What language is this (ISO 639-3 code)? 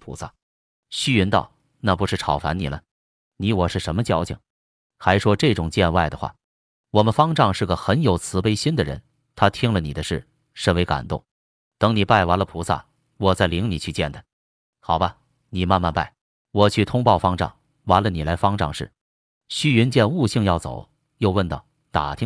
zho